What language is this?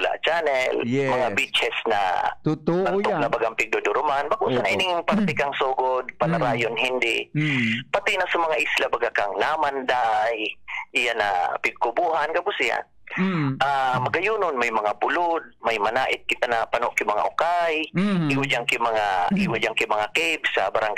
Bikol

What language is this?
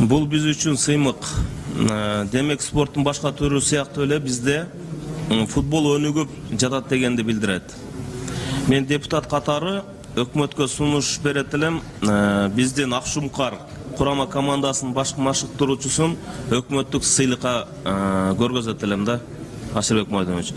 Kyrgyz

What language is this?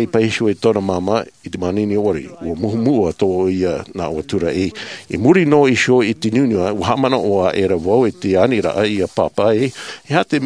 Tahitian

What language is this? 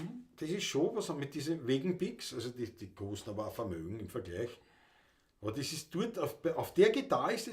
Bavarian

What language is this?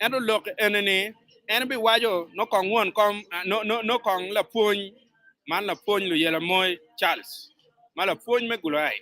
Acoli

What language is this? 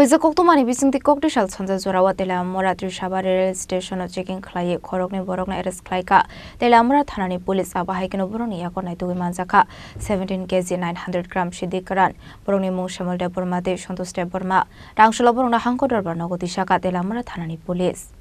Kok Borok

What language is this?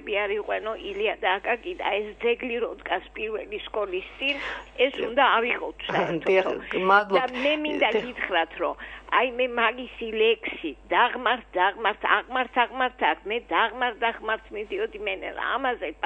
Georgian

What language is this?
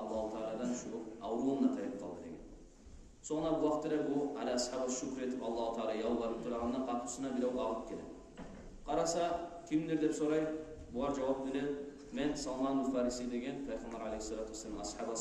Kumyk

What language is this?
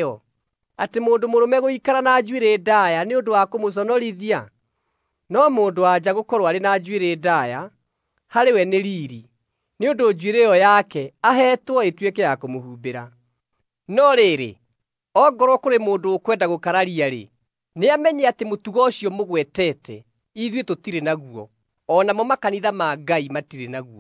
Kikuyu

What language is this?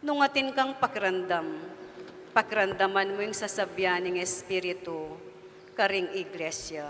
Pampanga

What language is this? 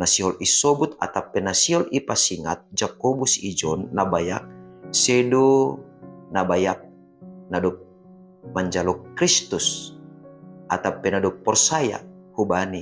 Batak Simalungun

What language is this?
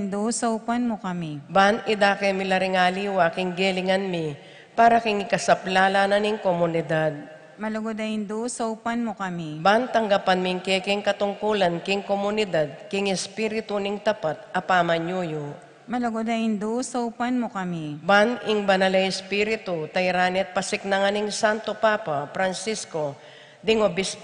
Pampanga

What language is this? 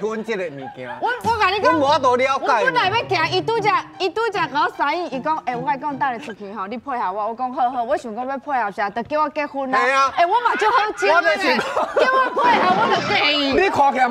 Min Nan Chinese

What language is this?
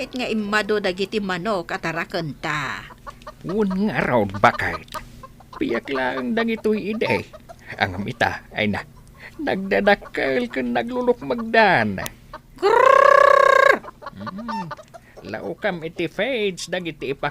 Iloko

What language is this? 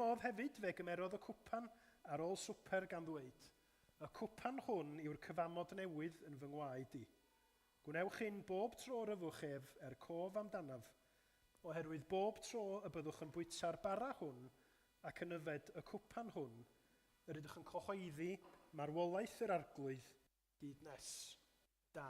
Welsh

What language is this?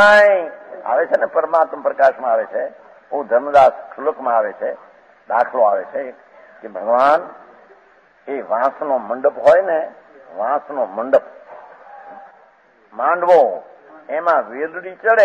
Gujarati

